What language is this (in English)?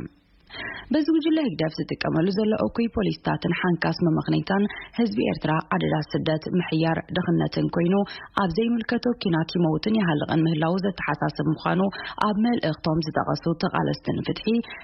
Tigrinya